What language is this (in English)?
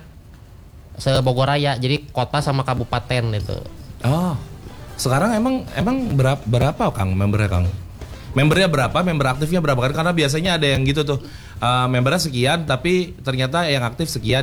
Indonesian